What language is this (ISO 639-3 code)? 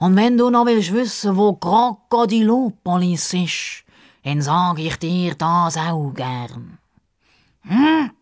gsw